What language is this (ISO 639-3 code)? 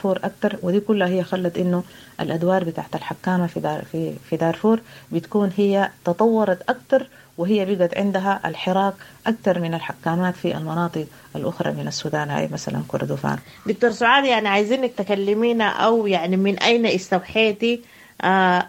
apd